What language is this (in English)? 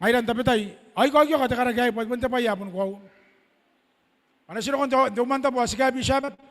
Gilbertese